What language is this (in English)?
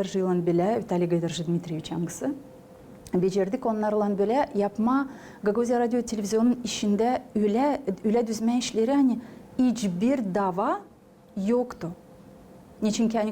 Gagauz